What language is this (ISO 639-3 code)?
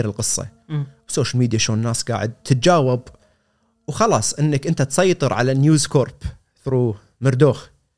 afb